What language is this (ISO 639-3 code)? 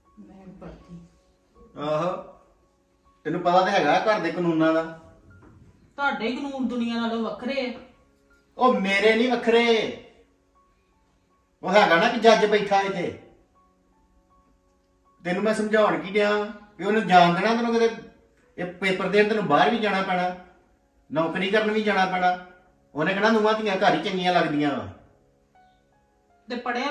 pan